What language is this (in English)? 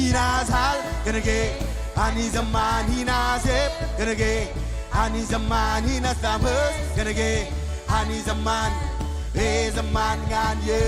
Marshallese